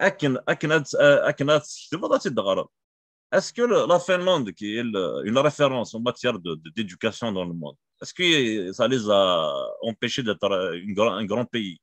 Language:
Kabyle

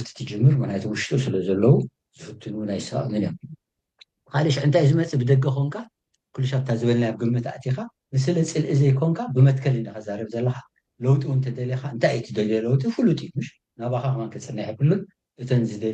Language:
Tigrinya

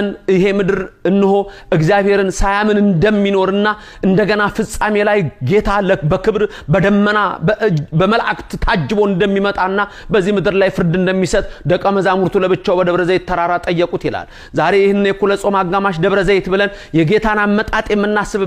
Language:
Amharic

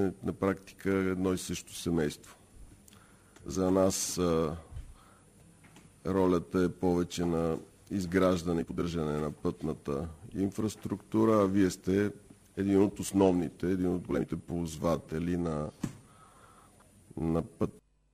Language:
Bulgarian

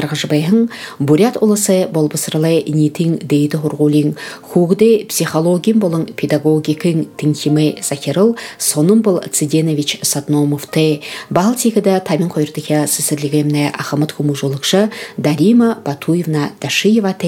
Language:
Buriat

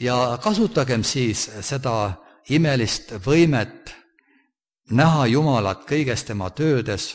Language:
Estonian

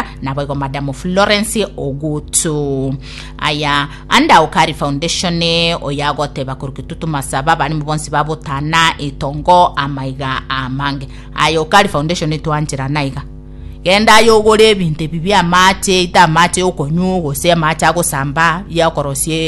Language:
Gusii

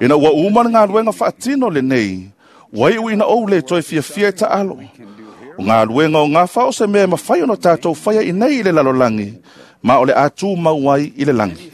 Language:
Samoan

